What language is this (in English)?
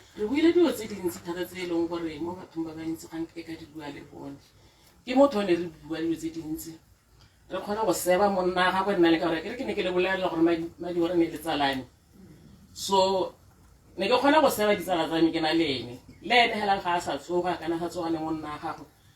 Tswana